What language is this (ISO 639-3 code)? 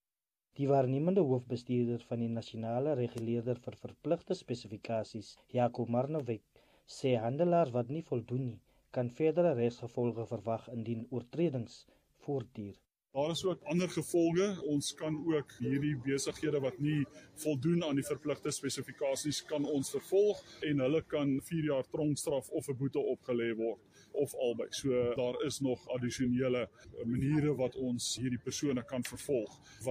afr